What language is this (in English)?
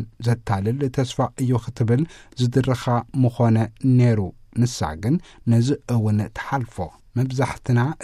Tigrinya